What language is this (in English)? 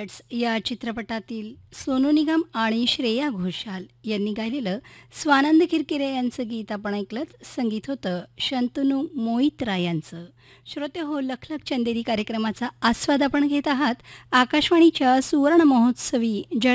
Marathi